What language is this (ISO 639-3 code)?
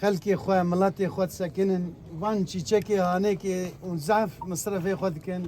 kur